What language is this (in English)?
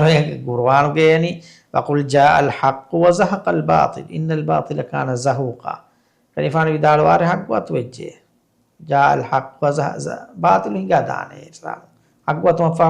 Divehi